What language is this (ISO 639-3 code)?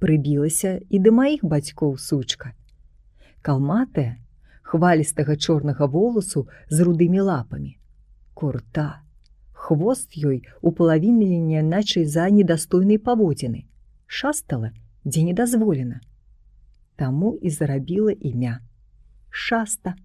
bel